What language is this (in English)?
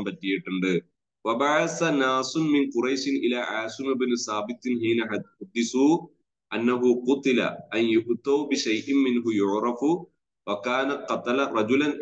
Malayalam